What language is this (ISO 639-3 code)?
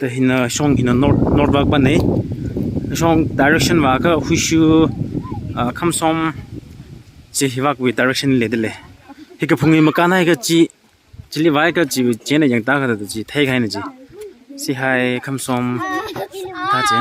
nmf